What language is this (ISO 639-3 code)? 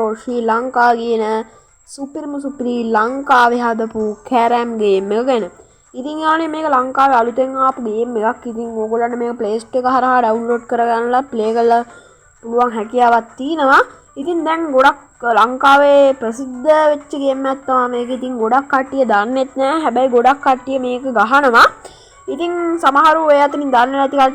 sin